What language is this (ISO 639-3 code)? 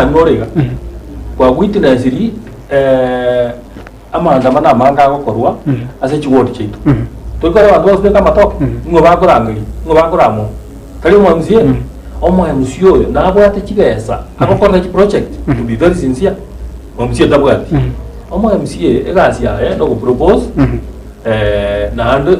guz